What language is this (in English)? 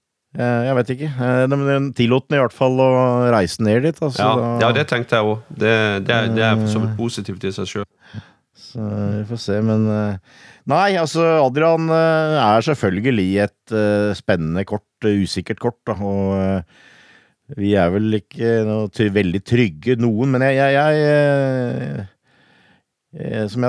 Norwegian